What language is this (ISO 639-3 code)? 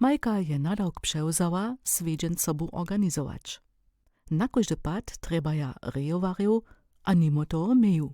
hsb